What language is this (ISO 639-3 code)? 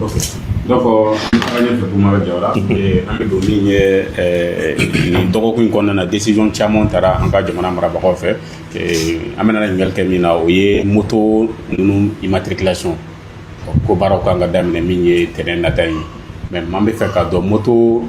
bam